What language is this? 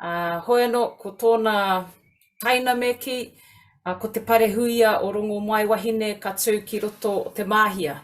Māori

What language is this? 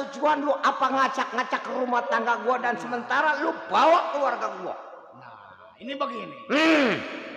Betawi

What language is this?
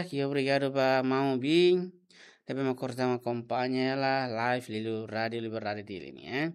Tetum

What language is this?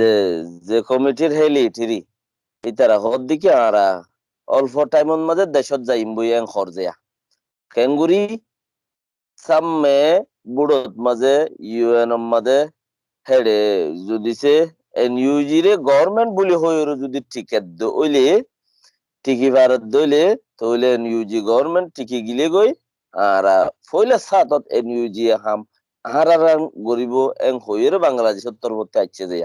Rohingya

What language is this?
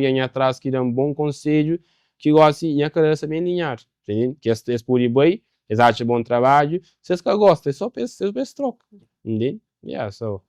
Kabuverdianu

